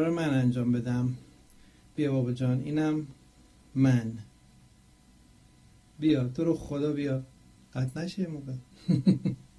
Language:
Persian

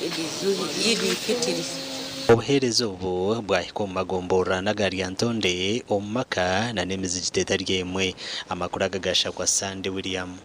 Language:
Nyankole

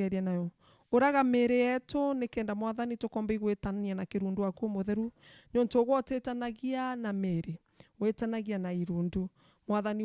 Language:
Meru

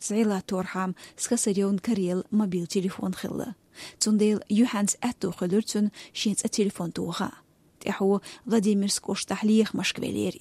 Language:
Chechen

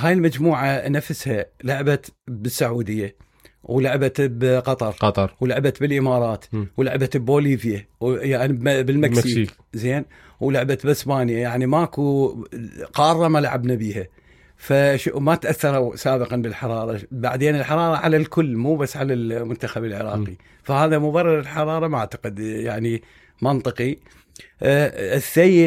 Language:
Mesopotamian Arabic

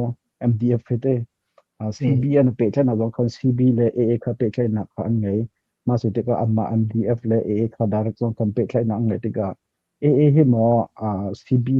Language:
Hakha Chin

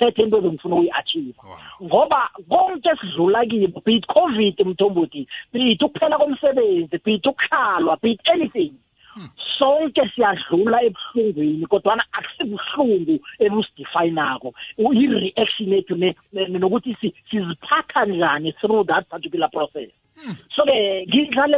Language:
South Ndebele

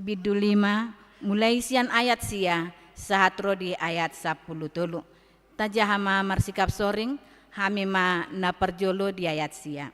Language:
Batak Toba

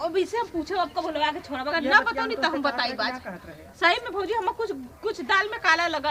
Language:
Awadhi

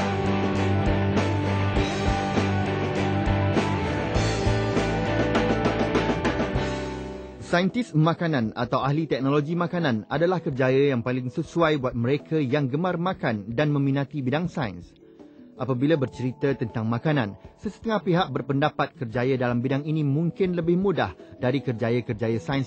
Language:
Malay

